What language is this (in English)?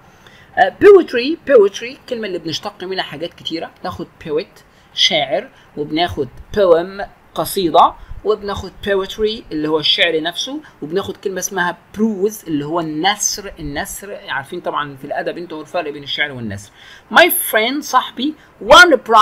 Egyptian Arabic